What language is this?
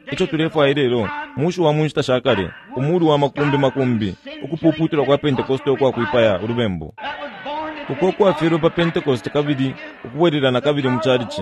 Bemba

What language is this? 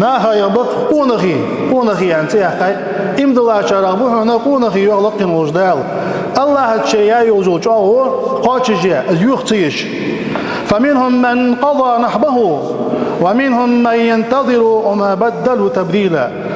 Ingush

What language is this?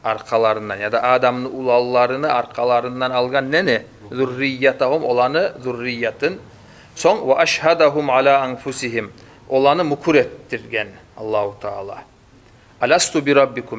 Kumyk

